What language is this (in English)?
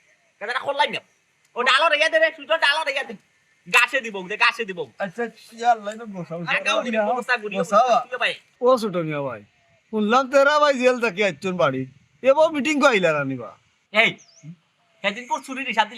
Sylheti